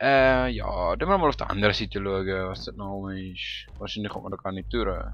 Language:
Swiss German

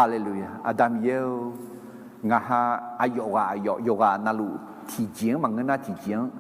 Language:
Akha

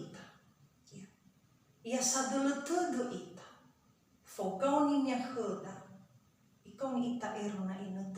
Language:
Nias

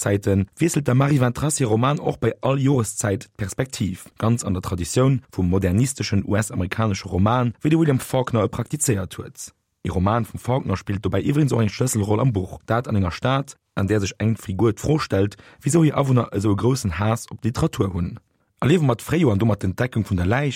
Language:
Luxembourgish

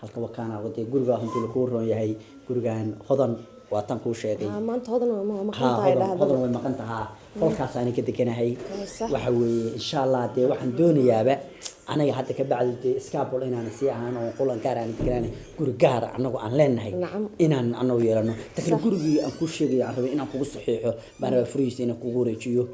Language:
Somali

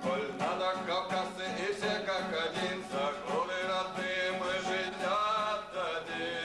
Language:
Abkhazian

